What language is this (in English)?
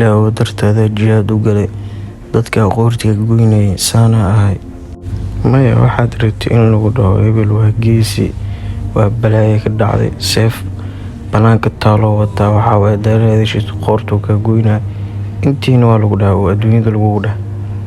Somali